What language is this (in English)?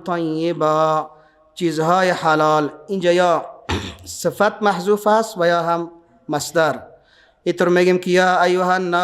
Persian